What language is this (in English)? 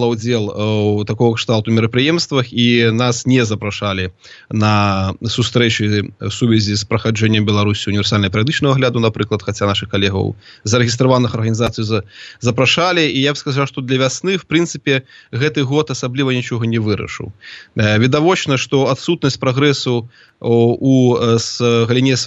Belarusian